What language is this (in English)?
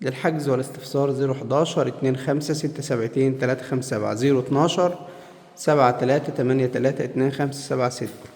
Egyptian Arabic